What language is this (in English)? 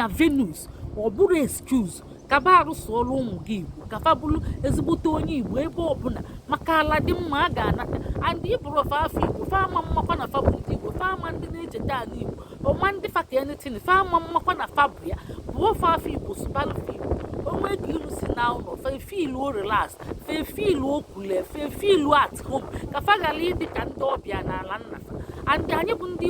Igbo